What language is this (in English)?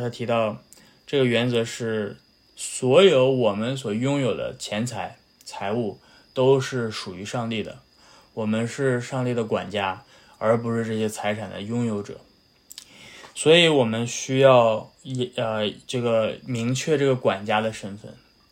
Chinese